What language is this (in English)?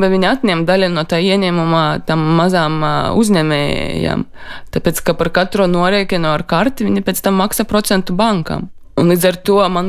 Latvian